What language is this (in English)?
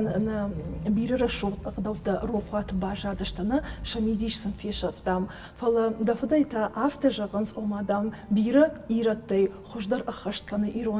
Ossetic